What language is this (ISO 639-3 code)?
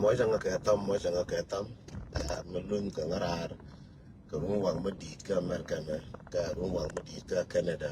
nus